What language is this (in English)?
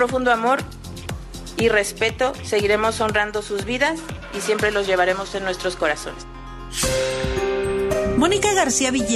Spanish